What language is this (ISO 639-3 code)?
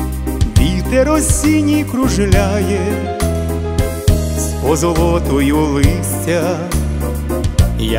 ukr